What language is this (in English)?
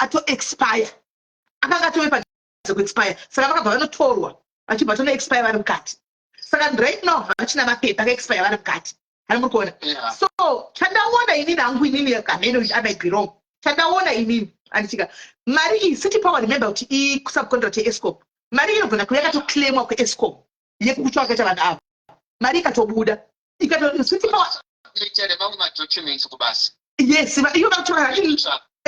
Shona